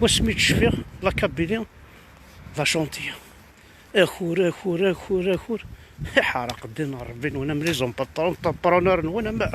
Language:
Kabyle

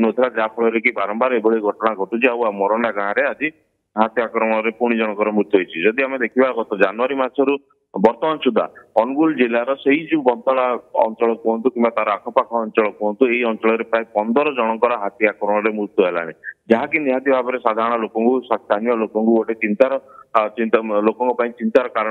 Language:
Odia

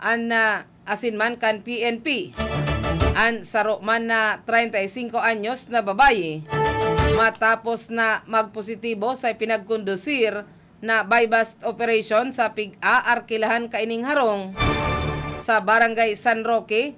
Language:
Bikol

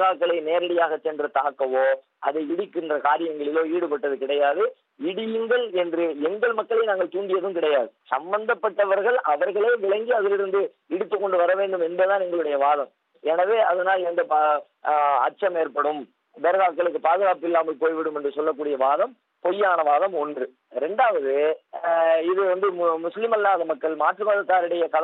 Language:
Tamil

